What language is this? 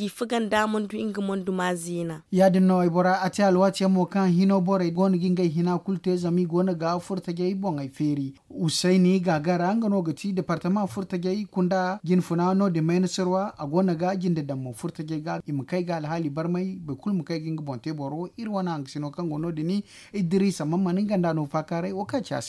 Zarma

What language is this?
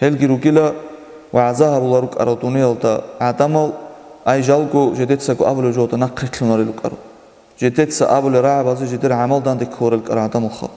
Avaric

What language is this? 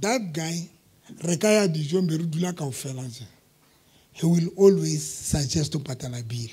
Southern Sotho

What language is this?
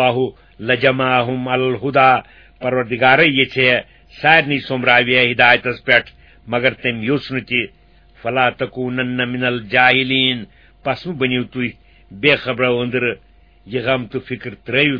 Kashmiri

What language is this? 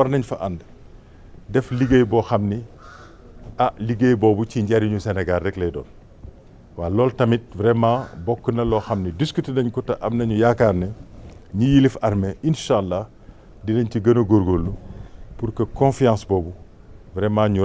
Wolof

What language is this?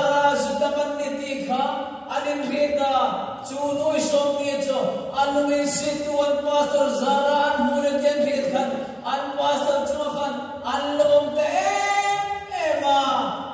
Hmar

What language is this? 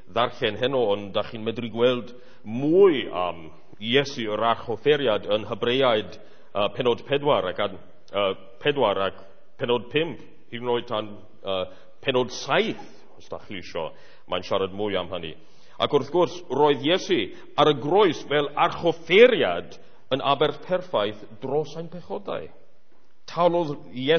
Welsh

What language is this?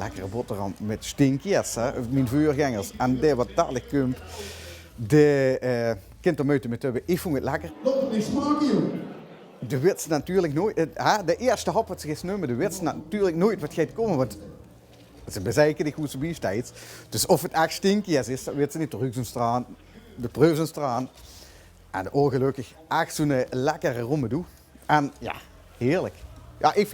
Limburgish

